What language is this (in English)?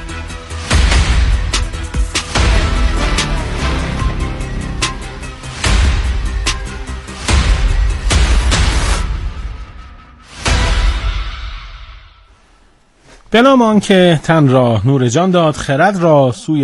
Persian